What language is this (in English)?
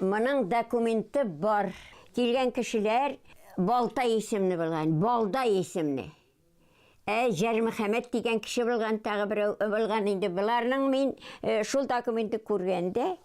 Bashkir